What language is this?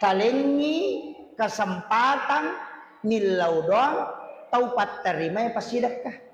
Buginese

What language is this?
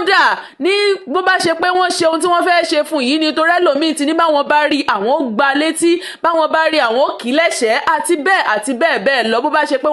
Yoruba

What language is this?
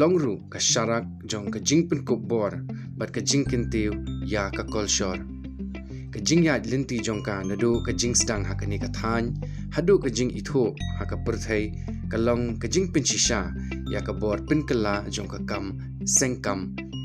Khasi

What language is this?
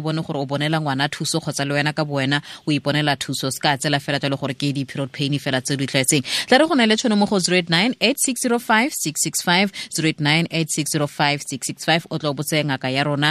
Tswana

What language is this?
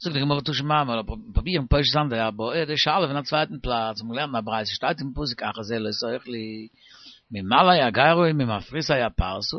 Yiddish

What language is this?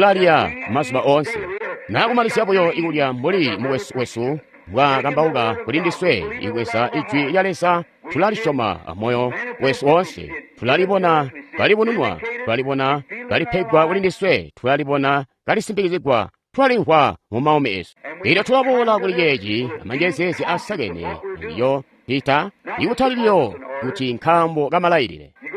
Tonga (Zambia)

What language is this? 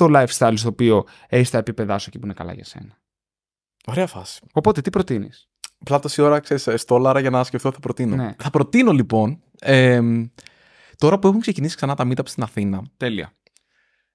Greek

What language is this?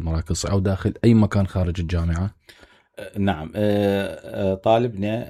Mesopotamian Arabic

